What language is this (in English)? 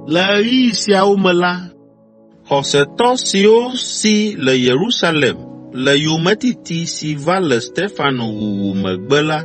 Ewe